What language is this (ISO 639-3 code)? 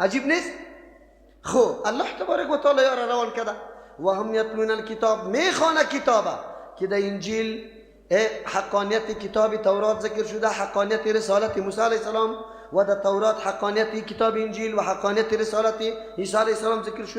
fas